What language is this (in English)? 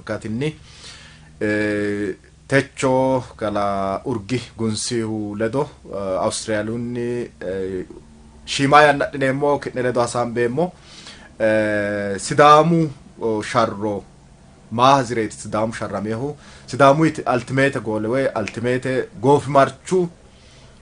Sidamo